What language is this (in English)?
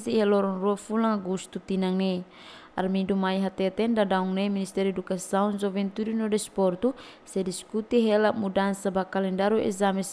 Tetum